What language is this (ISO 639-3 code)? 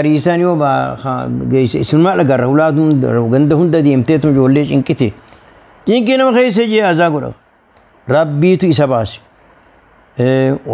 orm